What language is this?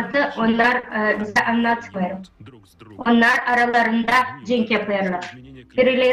Gagauz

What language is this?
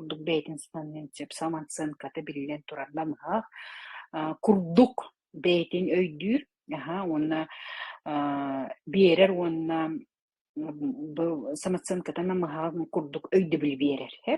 Yakut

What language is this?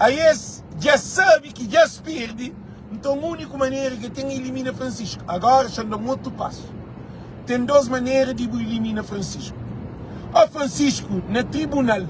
Kabuverdianu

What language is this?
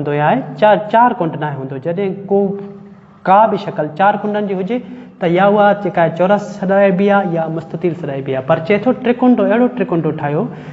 Sindhi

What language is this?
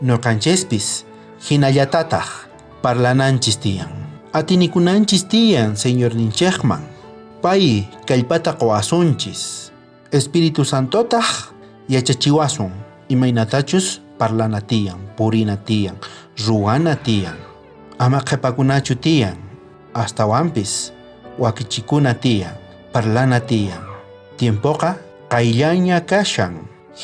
South Bolivian Quechua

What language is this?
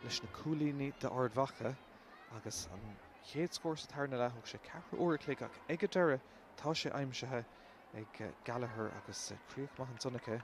Irish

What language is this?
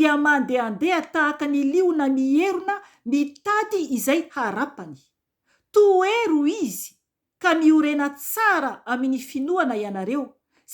Malagasy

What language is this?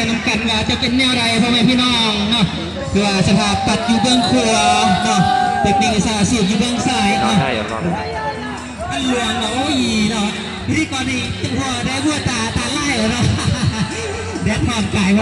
Lao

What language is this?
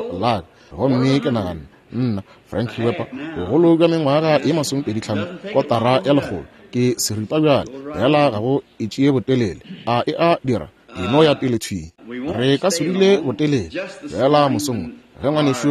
Northern Sotho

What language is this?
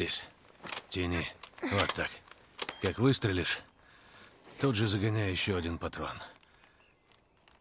Russian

